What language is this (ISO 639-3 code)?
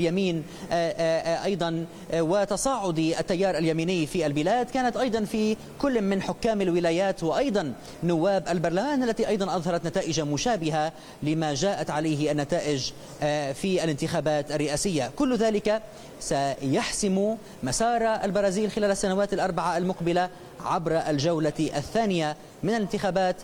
ara